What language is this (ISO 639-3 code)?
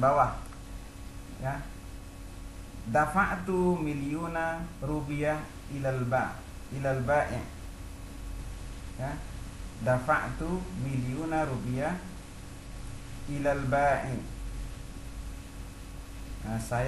ind